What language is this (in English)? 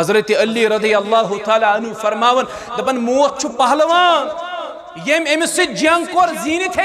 Kashmiri